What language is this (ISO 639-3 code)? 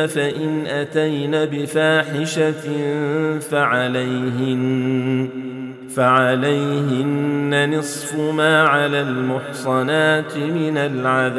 ara